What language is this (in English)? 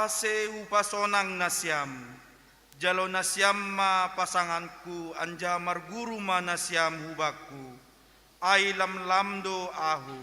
Batak Simalungun